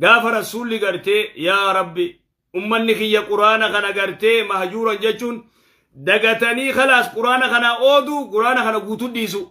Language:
Oromo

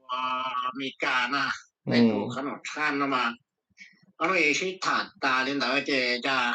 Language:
Hmong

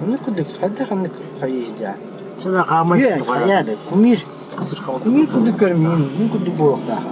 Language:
Yakut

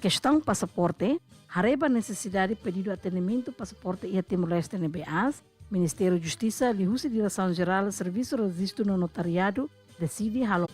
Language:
Tetum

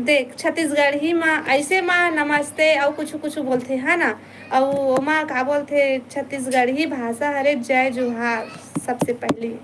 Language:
Chhattisgarhi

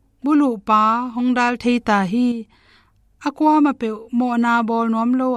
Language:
Tedim Chin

